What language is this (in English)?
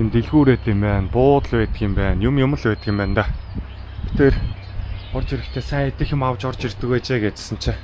Mongolian